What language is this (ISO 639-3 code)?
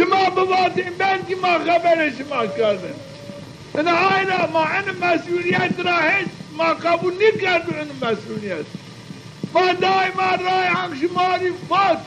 zza